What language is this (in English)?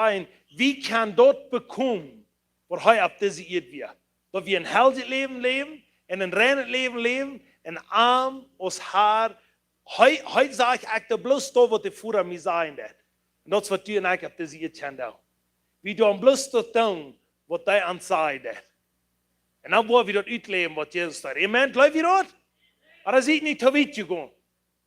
Plautdietsch